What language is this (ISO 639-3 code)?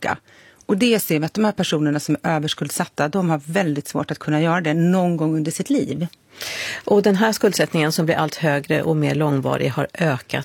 swe